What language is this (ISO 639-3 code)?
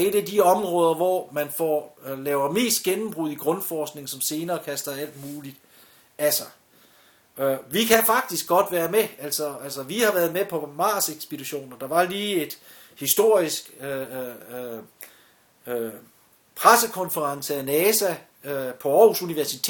dan